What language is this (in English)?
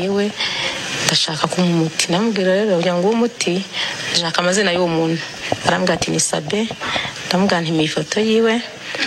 Kinyarwanda